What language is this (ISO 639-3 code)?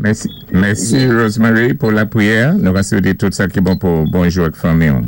acf